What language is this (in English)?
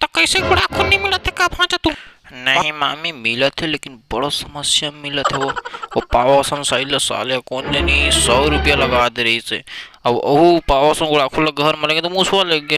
Chhattisgarhi